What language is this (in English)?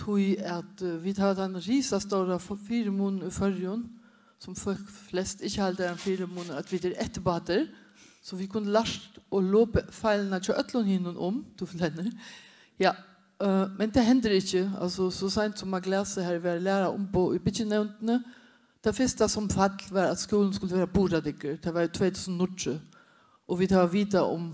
Faroese